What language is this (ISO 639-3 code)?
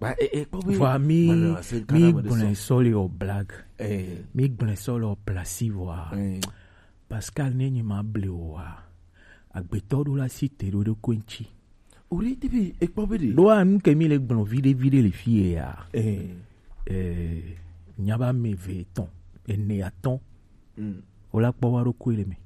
gej